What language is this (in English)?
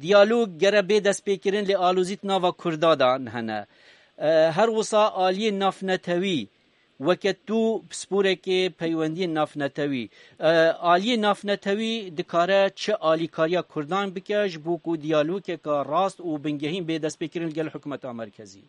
Kurdish